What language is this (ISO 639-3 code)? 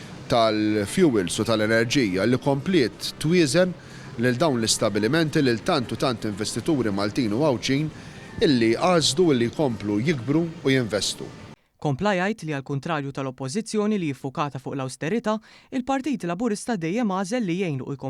mlt